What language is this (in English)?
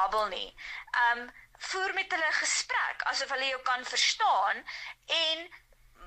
Afrikaans